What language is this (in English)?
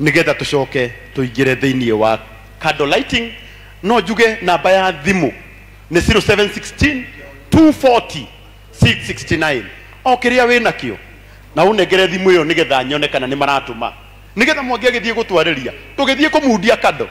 Kikuyu